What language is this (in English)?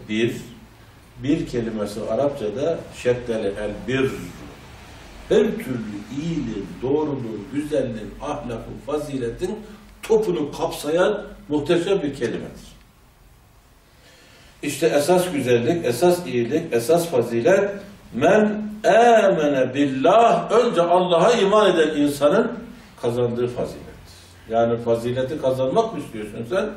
Turkish